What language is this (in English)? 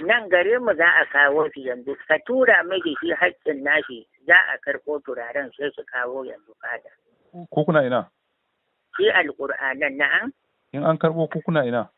Hausa